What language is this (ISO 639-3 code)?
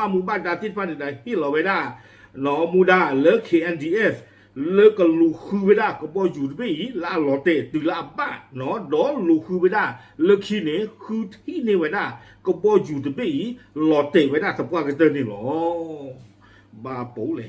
ksw